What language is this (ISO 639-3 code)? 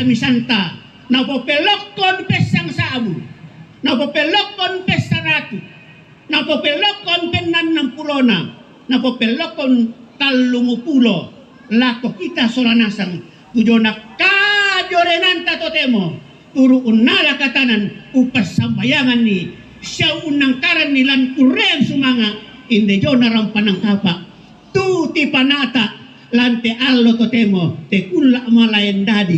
sda